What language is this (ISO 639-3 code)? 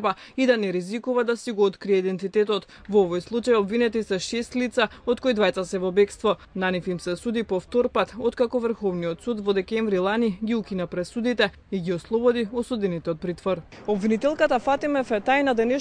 mkd